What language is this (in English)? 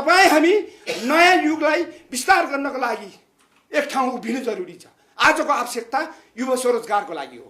Nepali